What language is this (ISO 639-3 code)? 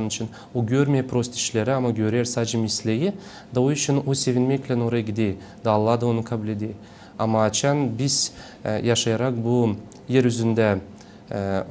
gag